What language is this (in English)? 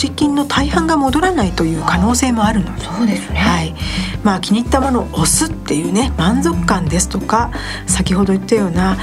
Japanese